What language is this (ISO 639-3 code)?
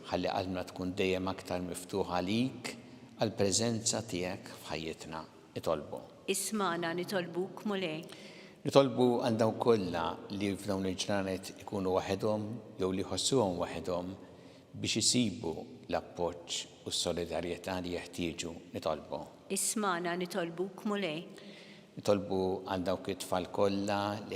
mlt